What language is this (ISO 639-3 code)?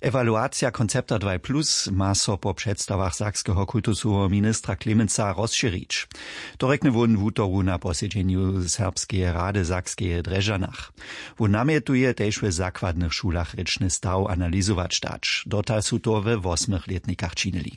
hsb